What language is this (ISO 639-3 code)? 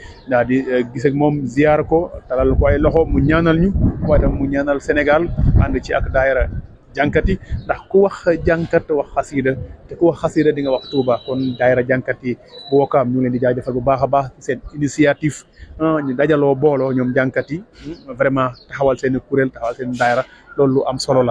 wol